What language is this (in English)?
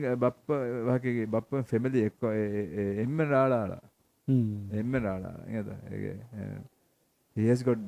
Divehi